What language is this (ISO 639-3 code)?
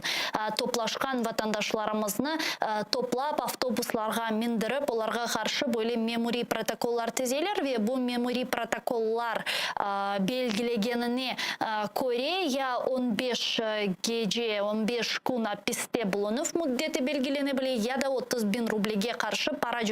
crh